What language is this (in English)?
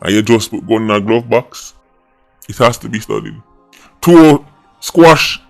Jamaican Creole English